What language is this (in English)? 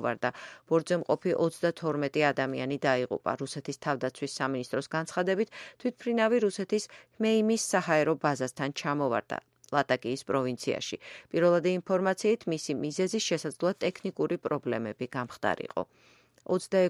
Georgian